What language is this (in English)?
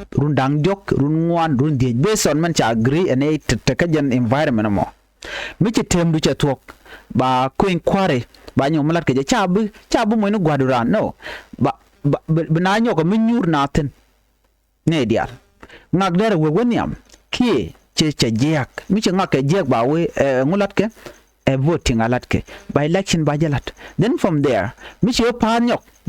Nuer